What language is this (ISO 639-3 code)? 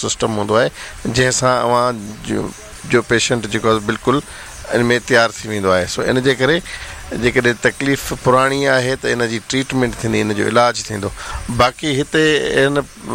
snd